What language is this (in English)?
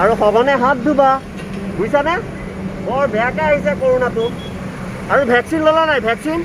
Assamese